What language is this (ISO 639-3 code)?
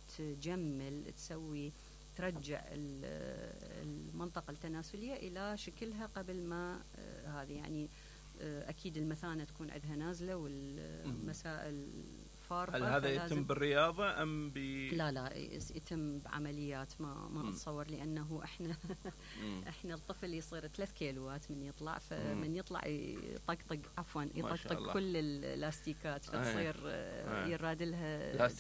acm